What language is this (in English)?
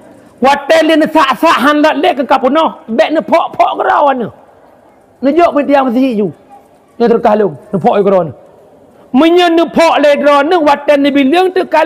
Achinese